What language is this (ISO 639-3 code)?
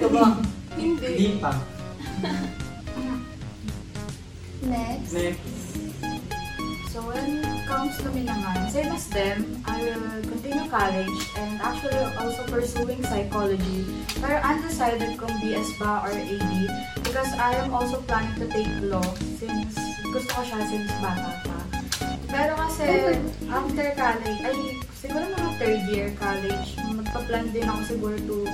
fil